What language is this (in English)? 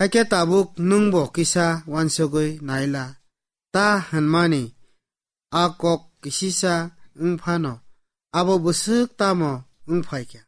Kok Borok